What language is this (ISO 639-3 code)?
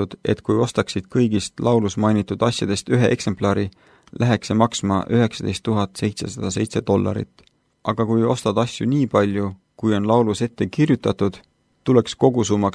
est